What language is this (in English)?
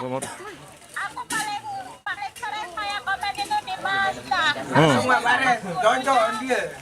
Sasak